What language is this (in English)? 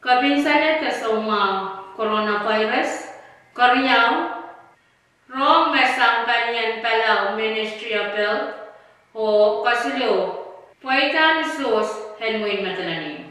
Pohnpeian